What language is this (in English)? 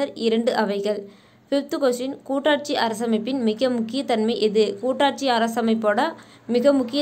Tamil